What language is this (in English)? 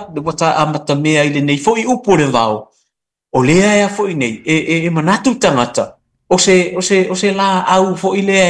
Samoan